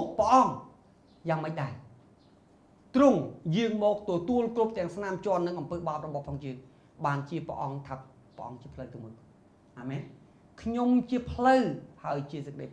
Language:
Khmer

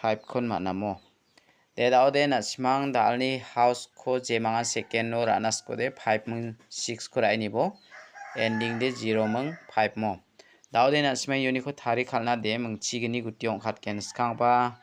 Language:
Garo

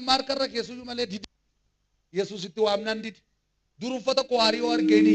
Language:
Oromo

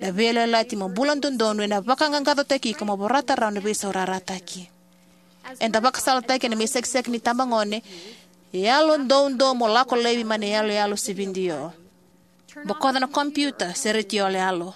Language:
Fijian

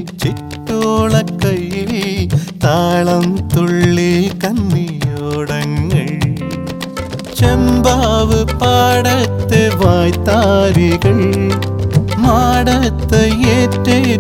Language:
Malayalam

